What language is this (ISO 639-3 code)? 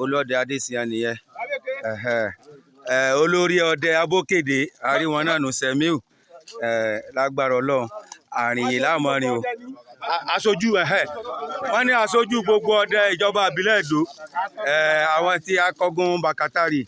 yor